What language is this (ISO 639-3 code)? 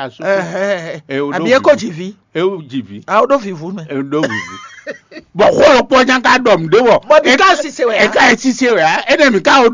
fon